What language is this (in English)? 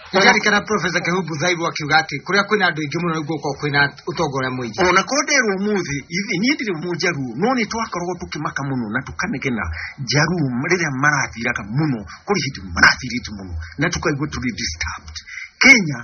Kikuyu